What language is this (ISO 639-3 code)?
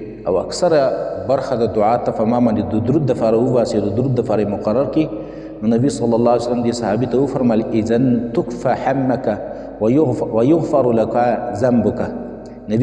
pus